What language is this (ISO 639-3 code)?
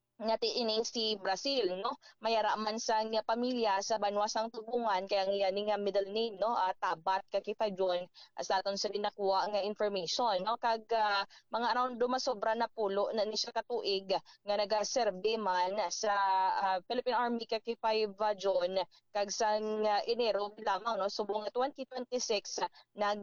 hil